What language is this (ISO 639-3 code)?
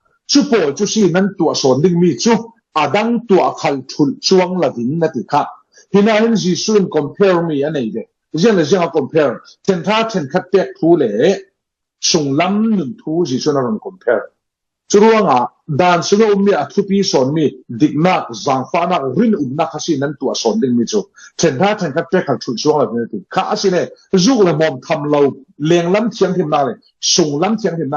cfm